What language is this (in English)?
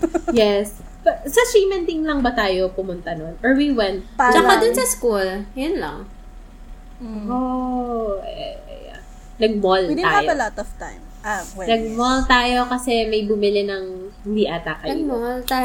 Filipino